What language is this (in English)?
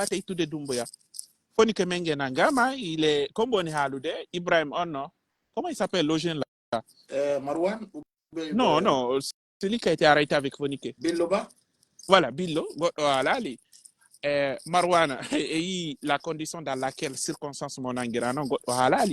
Pular